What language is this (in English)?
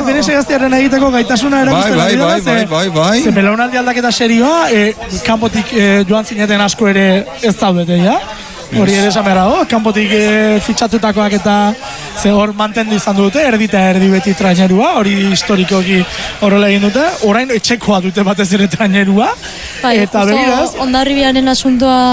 Basque